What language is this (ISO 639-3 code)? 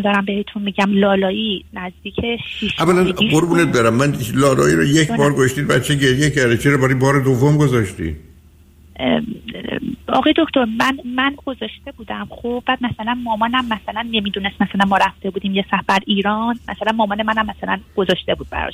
fas